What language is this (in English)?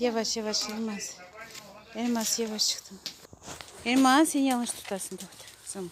Crimean Tatar